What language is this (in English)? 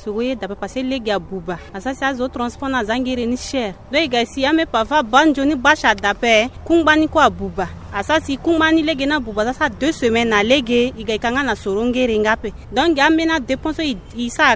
Sango